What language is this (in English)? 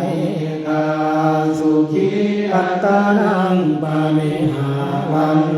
Pali